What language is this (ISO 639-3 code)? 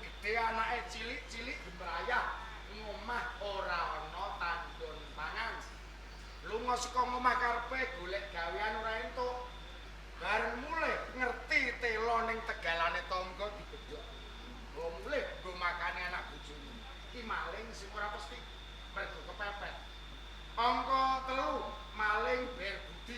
jav